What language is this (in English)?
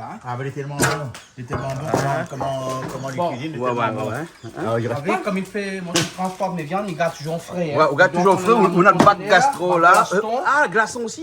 Réunion Creole French